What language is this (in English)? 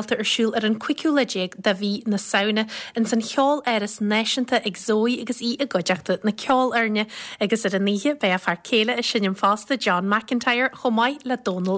Irish